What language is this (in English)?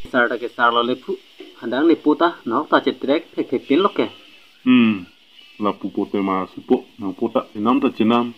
Karbi